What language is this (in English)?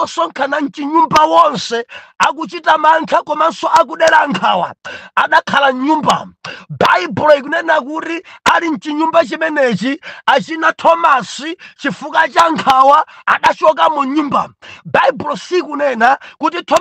Nyanja